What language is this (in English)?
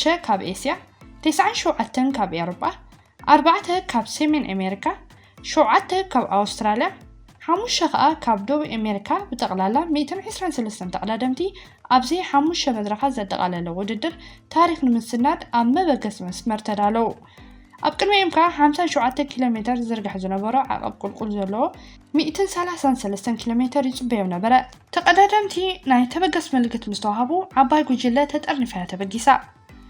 Tigrinya